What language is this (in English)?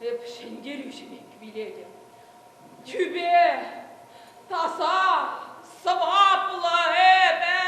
Chuvash